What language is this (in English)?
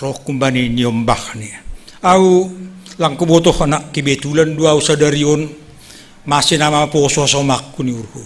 Batak Simalungun